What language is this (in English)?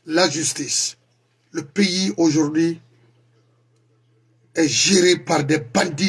French